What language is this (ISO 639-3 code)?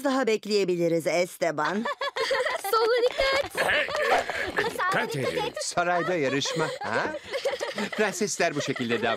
tur